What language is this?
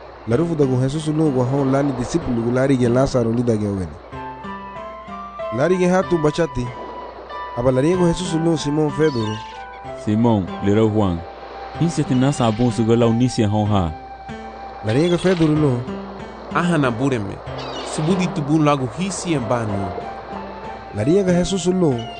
Garifuna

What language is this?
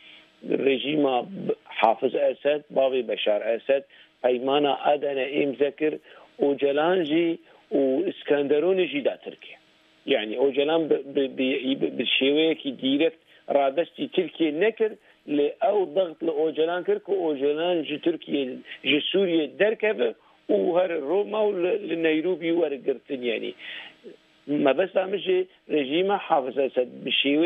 Kurdish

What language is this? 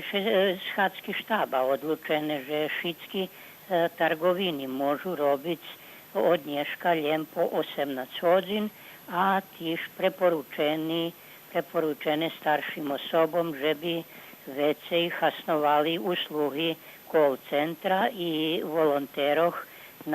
Rusyn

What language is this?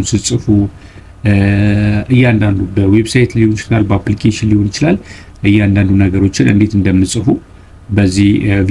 Amharic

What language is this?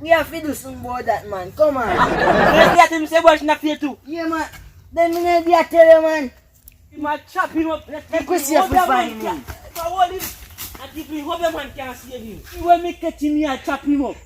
Jamaican Creole English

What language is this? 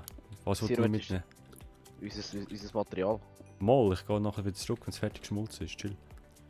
Swiss German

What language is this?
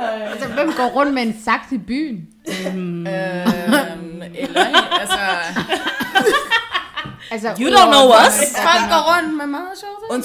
Danish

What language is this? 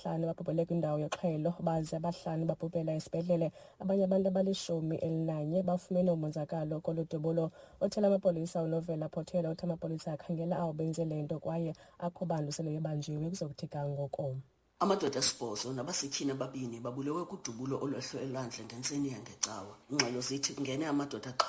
Xhosa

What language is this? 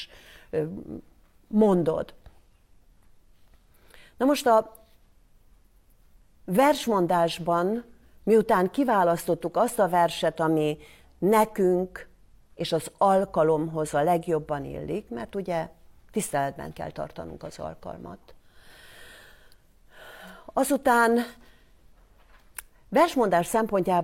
Hungarian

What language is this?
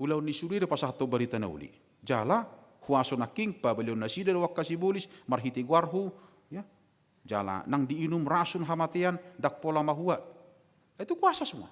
Batak Toba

